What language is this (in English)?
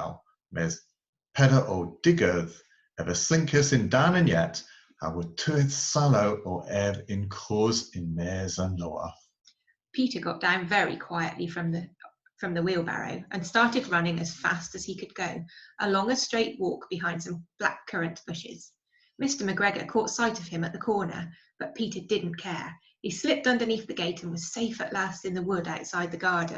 Cornish